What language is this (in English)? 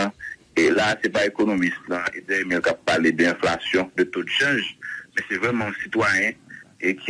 Haitian Creole